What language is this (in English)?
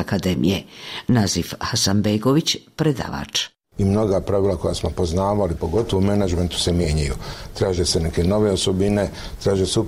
Bosnian